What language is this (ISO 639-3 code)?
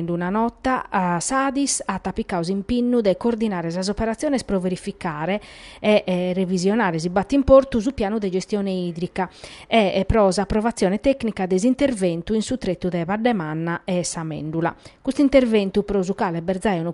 srd